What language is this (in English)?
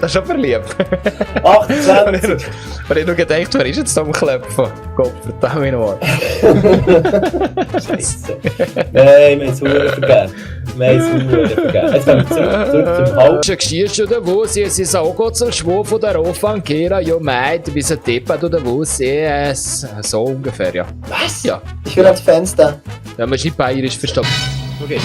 Swiss German